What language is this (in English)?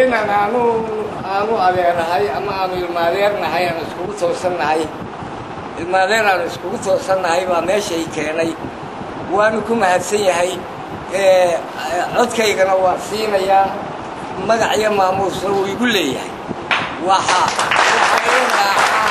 Somali